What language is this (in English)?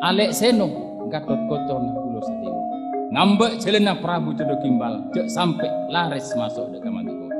Madurese